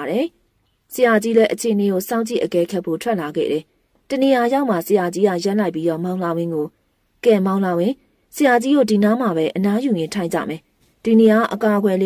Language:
Burmese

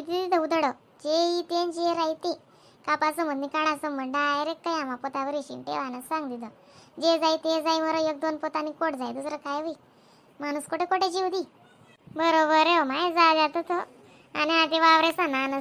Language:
Khandesi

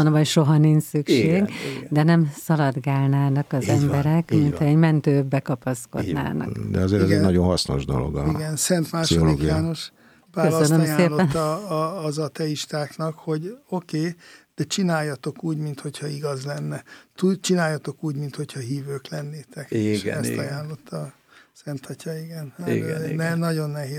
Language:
Hungarian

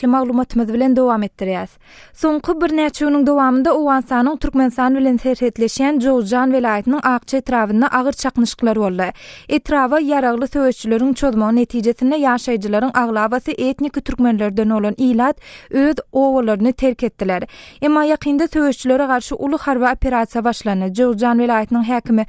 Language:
Turkmen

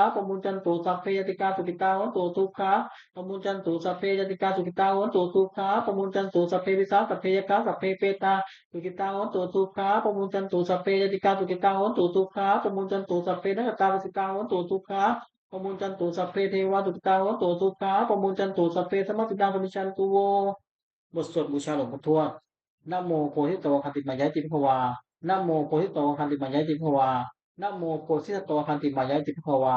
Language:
Pali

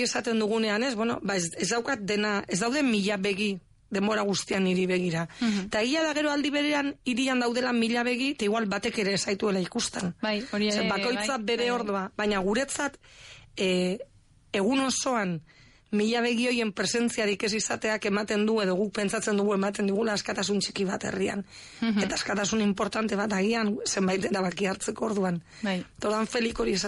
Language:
Basque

